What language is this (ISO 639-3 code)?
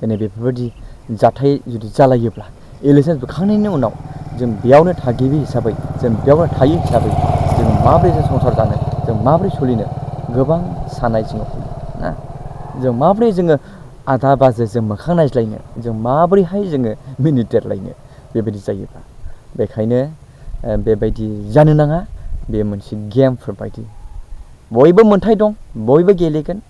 brx